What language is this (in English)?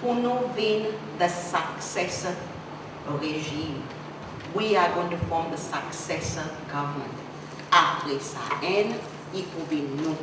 Seselwa Creole French